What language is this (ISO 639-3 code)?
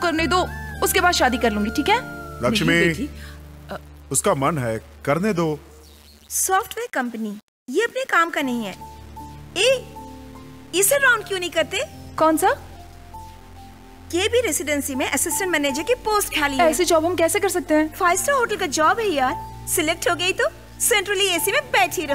hin